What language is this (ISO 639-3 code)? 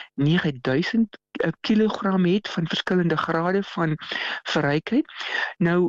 afr